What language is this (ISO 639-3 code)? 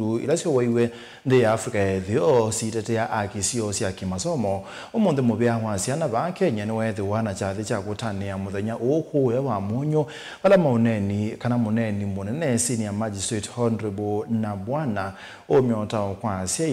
kam